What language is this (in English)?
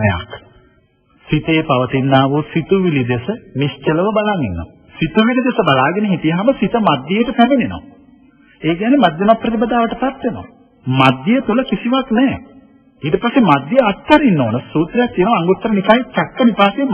Sinhala